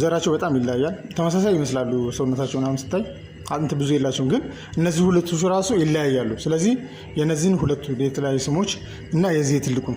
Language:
Amharic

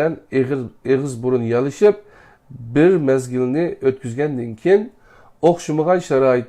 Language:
Uyghur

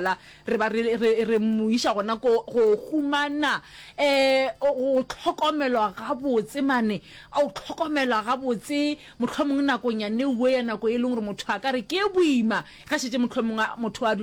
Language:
Northern Sotho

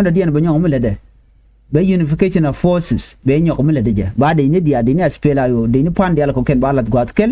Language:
Nuer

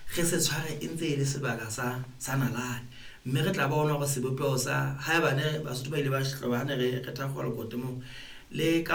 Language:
Southern Sotho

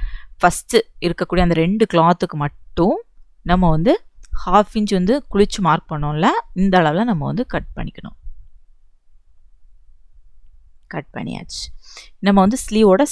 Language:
Tamil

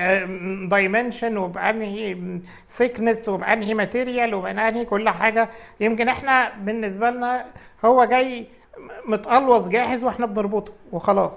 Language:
Egyptian Arabic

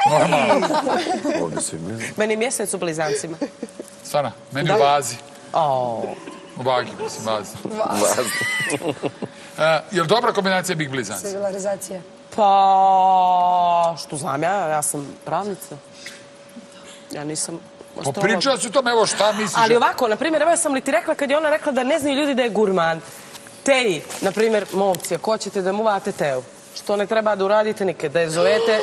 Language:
Bosnian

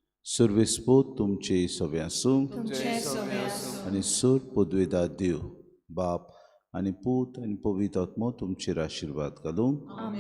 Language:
Konkani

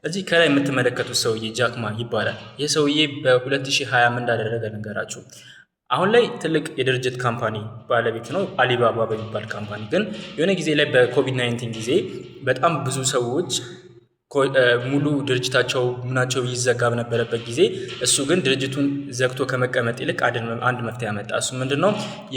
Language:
Amharic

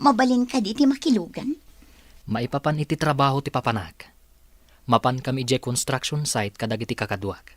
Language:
Iloko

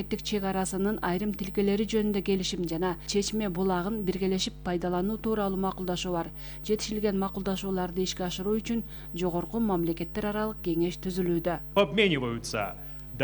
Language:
Kyrgyz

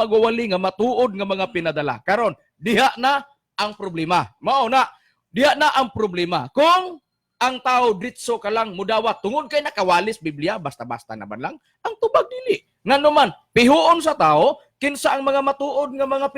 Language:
Cebuano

